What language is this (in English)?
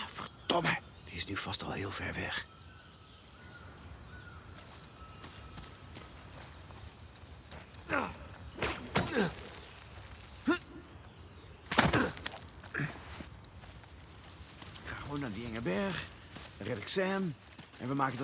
Dutch